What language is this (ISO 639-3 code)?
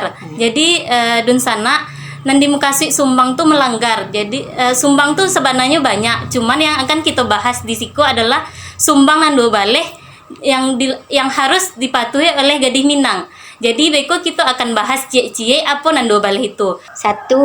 min